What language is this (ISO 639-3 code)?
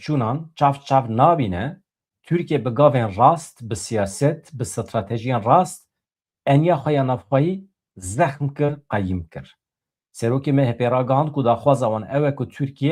kur